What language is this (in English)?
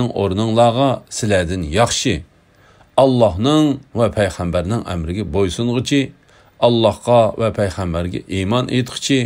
Uyghur